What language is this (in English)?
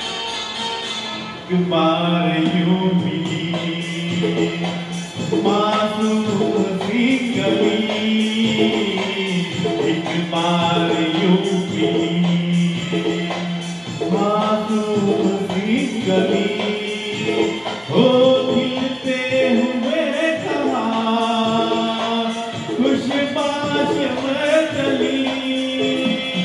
Hindi